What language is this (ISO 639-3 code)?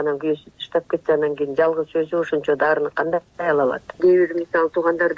kir